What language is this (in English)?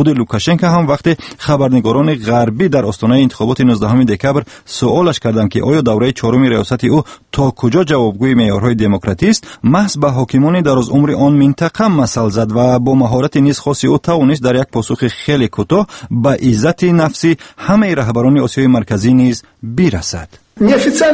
Tajik